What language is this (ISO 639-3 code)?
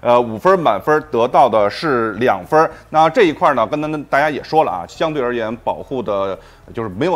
zho